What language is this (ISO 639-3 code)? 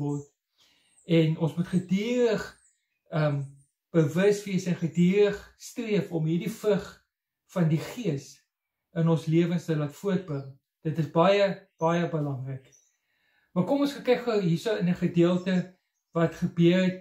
afr